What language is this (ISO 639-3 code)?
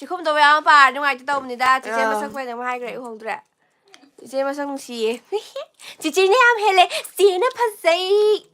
mni